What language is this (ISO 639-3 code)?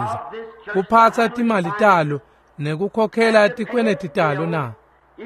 ssw